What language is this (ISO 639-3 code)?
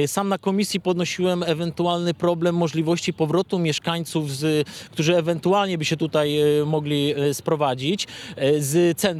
pol